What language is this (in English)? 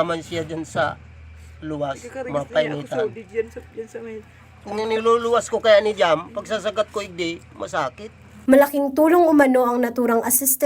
Bikol